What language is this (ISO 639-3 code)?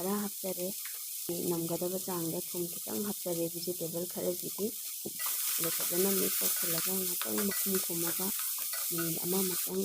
mni